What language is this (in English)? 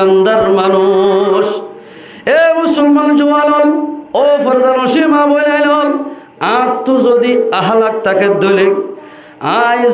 Rohingya